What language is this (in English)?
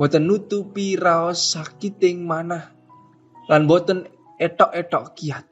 Javanese